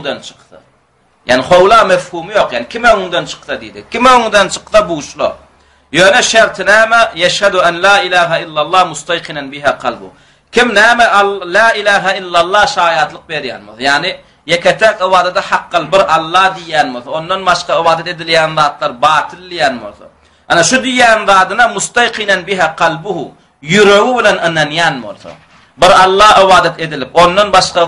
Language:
Turkmen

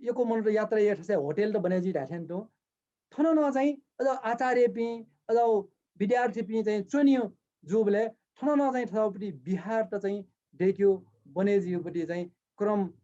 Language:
Newari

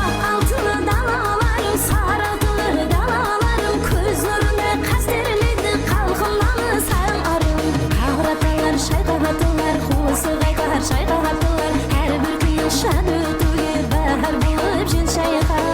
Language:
Kara-Kalpak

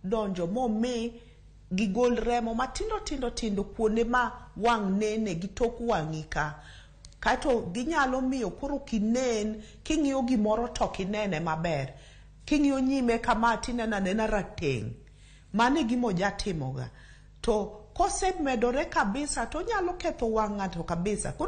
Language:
Luo (Kenya and Tanzania)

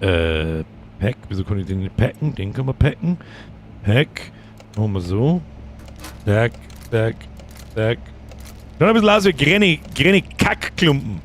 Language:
Bavarian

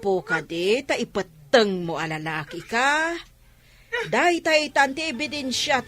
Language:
Iloko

